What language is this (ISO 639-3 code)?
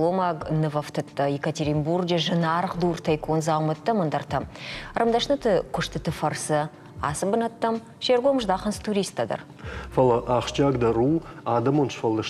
oss